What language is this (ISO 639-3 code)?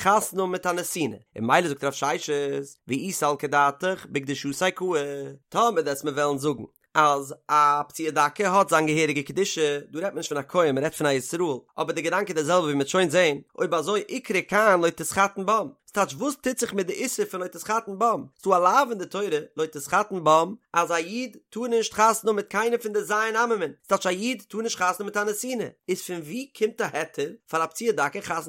yid